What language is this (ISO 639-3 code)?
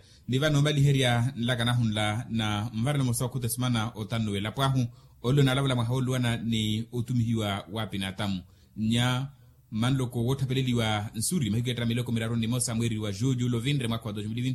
vmw